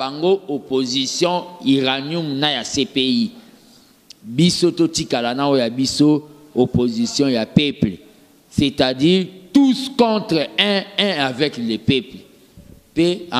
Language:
Lingala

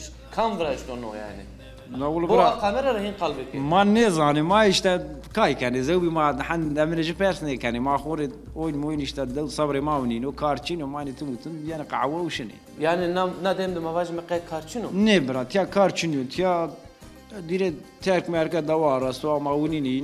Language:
Zaza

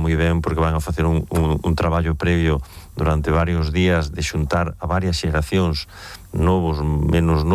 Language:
Galician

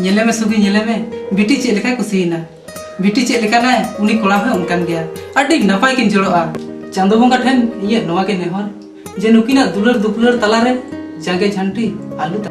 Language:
Santali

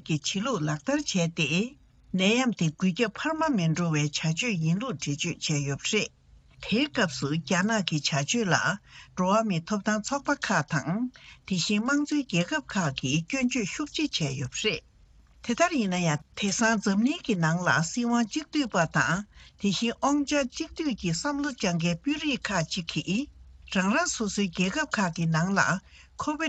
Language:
Tibetan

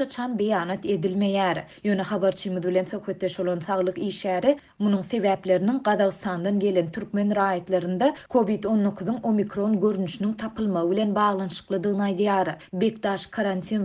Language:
Turkmen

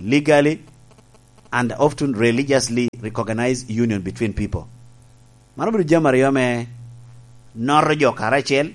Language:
Lango (Uganda)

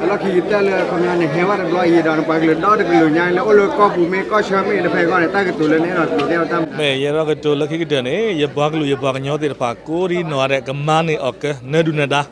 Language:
S'gaw Karen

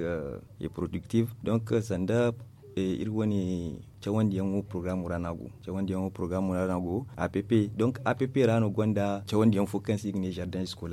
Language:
Zarma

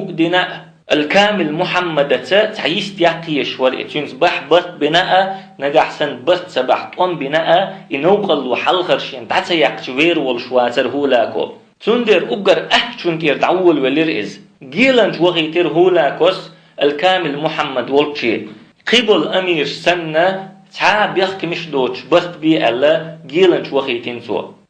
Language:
Chechen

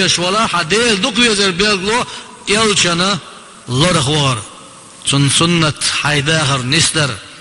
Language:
Chechen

